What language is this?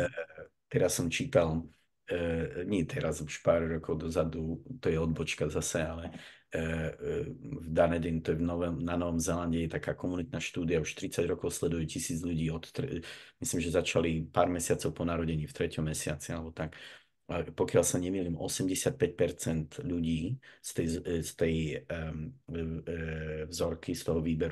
Slovak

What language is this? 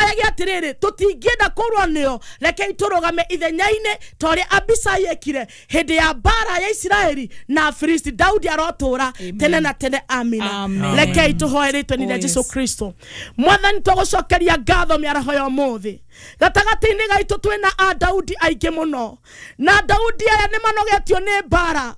Kikuyu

